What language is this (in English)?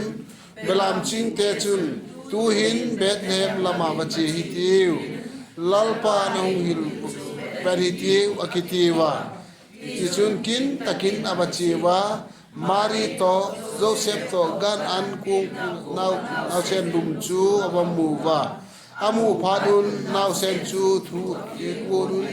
Vaiphei